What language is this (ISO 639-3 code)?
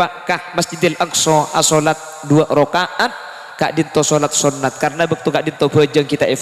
mad